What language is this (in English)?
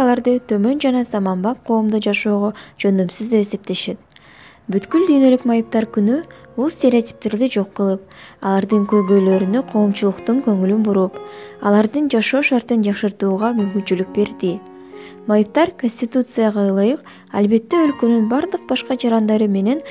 Kyrgyz